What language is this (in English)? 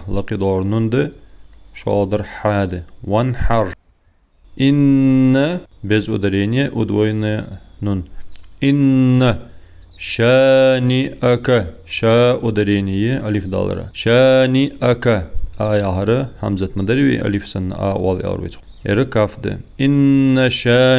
Ingush